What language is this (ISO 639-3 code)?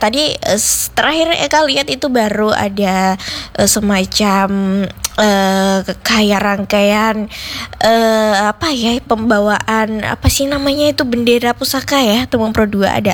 ind